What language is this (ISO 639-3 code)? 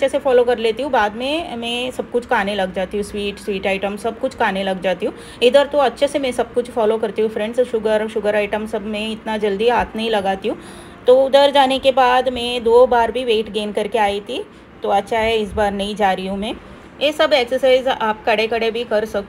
hin